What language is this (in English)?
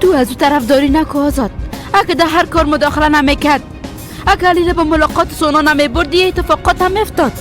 Persian